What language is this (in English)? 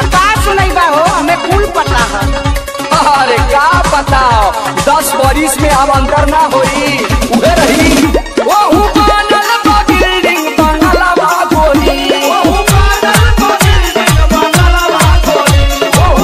Bhojpuri